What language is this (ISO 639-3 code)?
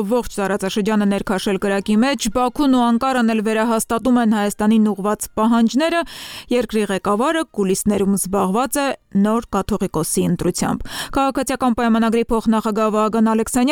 hye